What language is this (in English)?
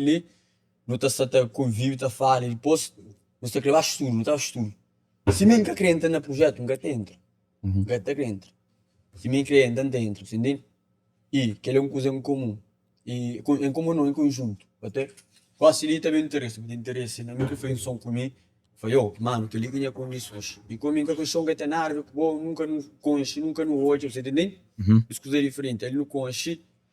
Kabuverdianu